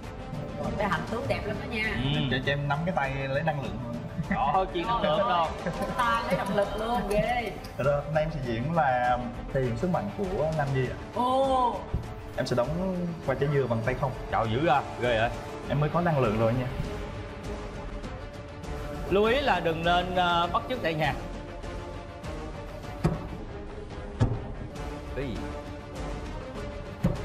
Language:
Vietnamese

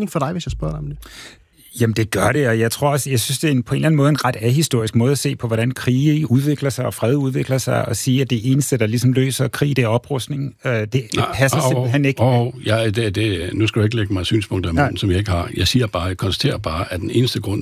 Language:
Danish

